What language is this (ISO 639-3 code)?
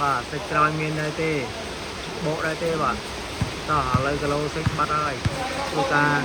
khm